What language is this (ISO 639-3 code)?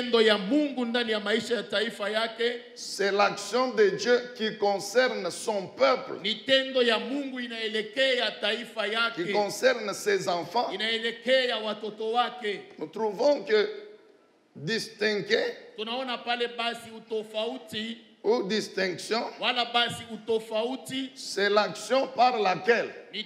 swa